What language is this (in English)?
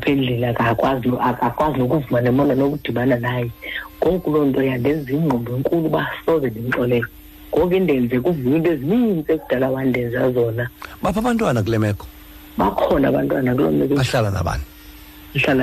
Xhosa